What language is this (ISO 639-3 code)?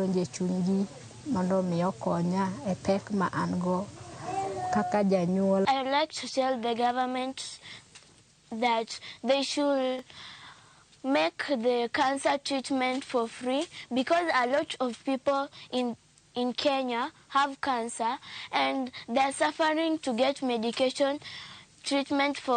luo